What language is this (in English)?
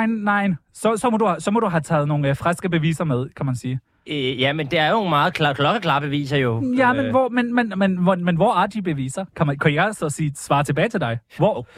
Danish